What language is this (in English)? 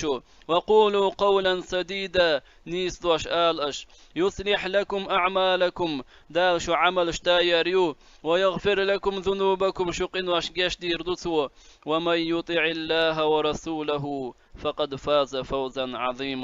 Chechen